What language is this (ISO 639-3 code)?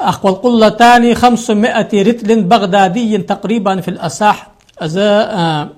inh